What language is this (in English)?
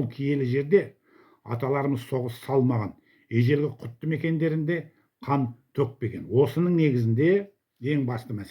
Kazakh